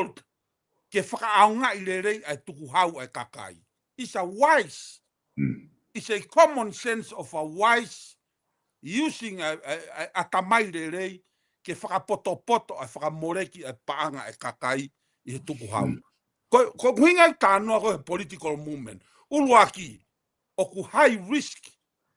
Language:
Tongan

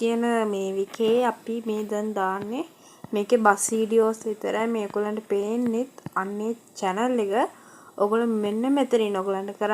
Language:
Sinhala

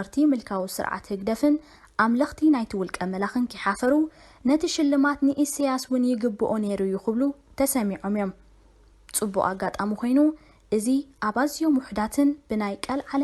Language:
Tigrinya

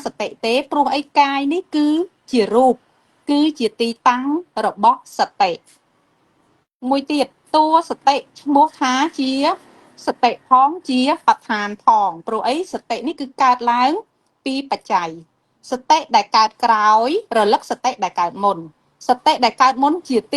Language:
Khmer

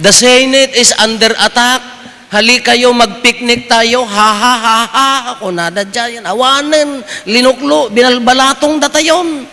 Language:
Iloko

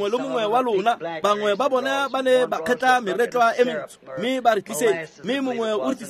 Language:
Tswana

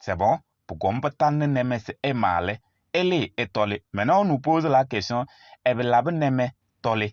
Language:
Kabiyè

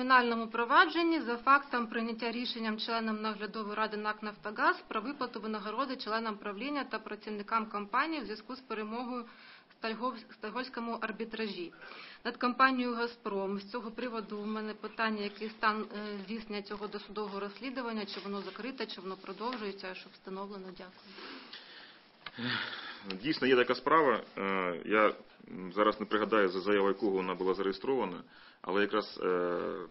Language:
Ukrainian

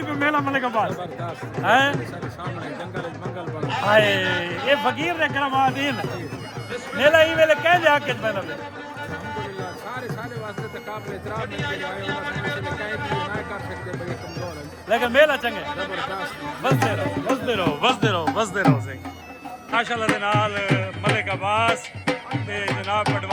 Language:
Saraiki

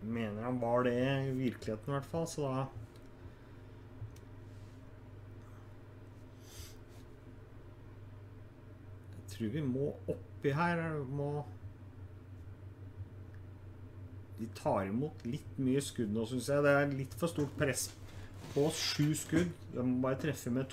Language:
Norwegian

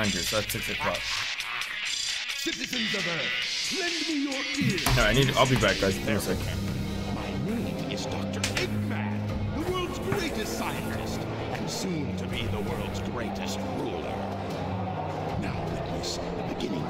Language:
English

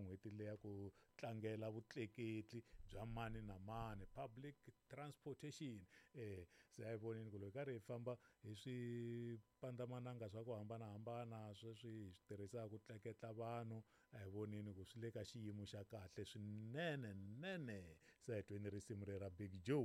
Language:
Tsonga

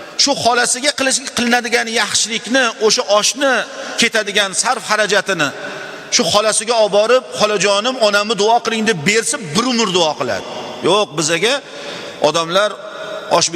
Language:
Uzbek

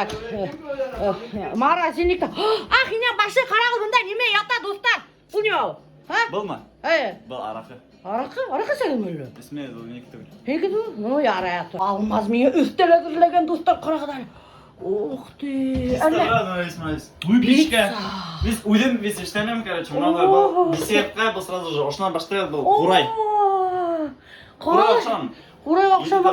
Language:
Bashkir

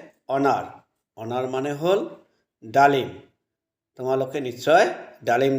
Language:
Assamese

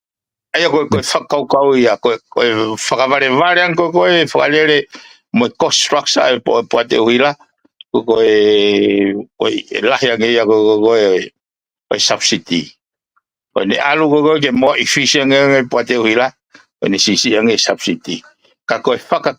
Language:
Tongan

